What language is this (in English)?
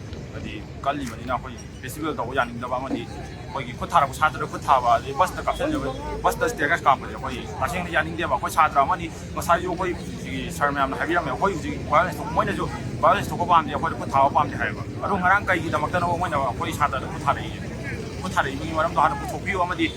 Manipuri